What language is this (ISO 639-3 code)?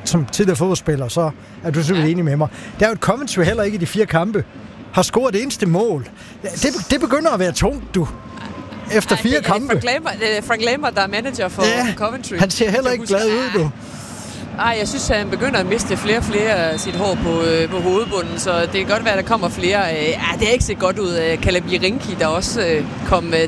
dan